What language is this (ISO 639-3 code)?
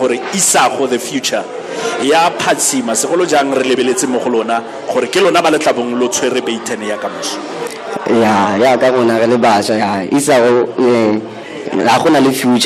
tsn